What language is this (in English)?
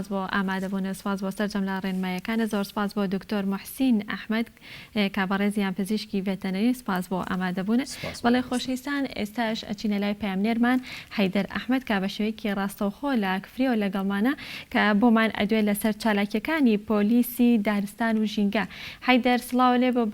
Central Kurdish